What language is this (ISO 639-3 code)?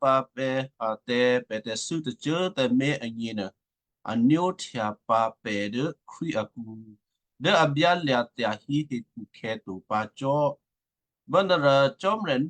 kyu